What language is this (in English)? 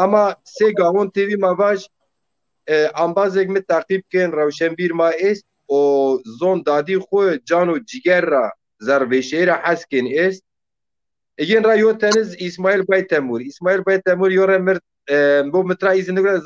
Zaza